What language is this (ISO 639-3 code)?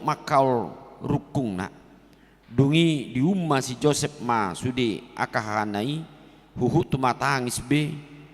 bbc